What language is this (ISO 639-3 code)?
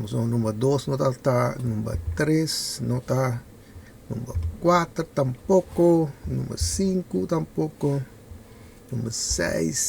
pap